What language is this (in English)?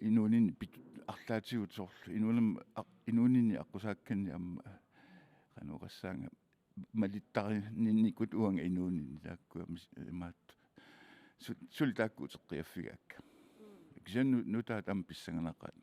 Kalaallisut